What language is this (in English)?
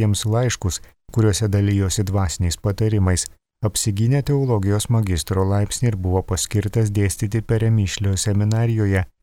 Lithuanian